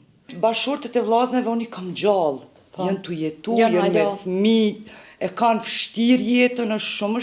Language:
Albanian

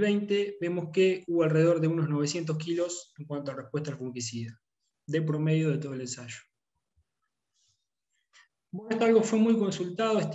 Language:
Spanish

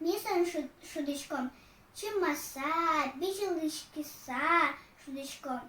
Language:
Udmurt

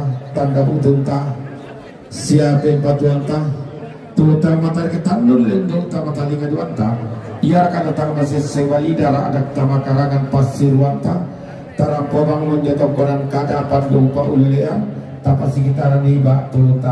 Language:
Toraja-Sa'dan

